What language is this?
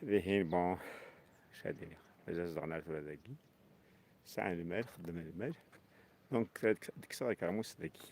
Kabyle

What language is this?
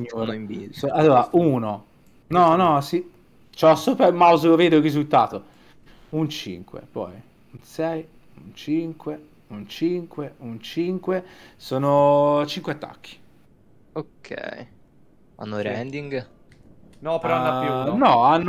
Italian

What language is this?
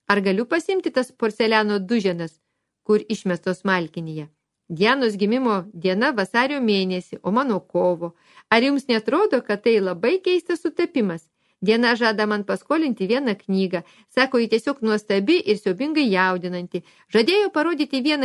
Lithuanian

